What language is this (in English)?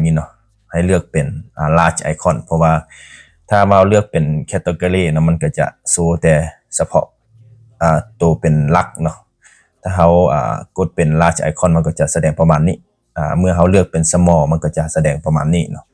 Lao